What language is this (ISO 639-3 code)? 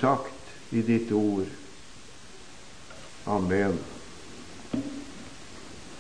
nor